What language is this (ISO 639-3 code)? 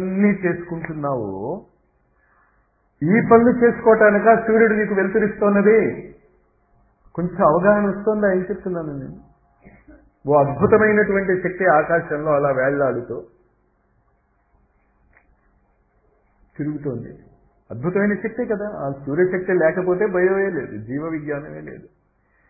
tel